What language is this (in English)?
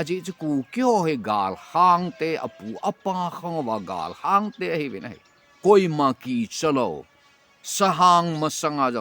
Thado Chin